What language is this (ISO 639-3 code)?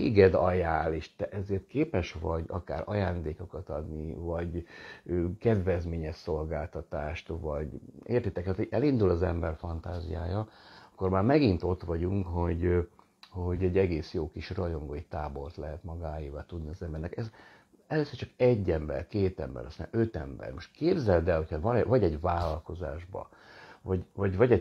hun